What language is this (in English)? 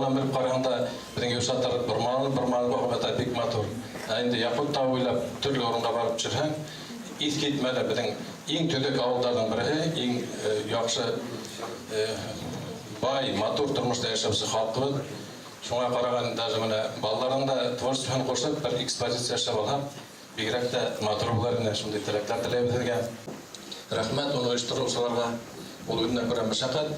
Bashkir